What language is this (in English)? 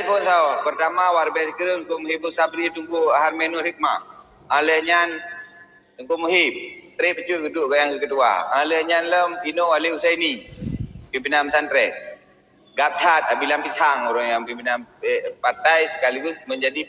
Achinese